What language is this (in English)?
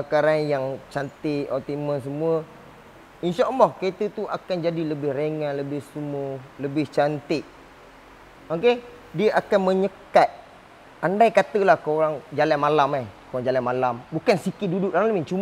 Malay